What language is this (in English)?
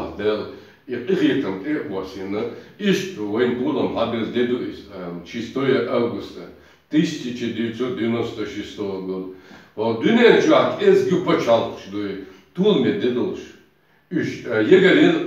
Chechen